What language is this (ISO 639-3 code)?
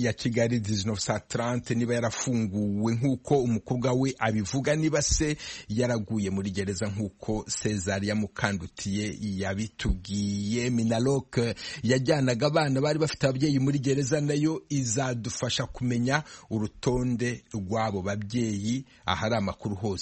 kin